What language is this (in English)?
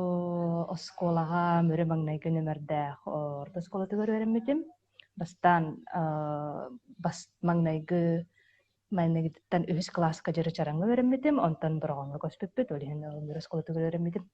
Yakut